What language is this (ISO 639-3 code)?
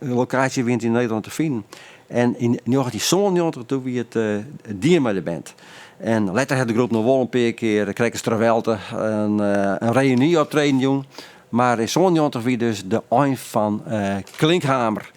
fry